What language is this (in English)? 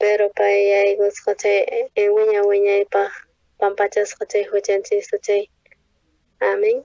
South Bolivian Quechua